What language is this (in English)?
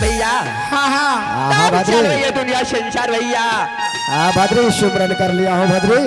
Angika